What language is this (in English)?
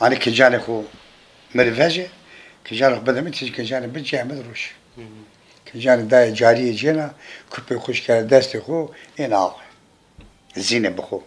Zaza